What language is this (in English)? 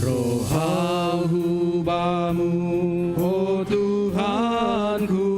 Batak Simalungun